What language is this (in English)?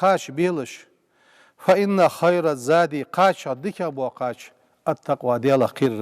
Ingush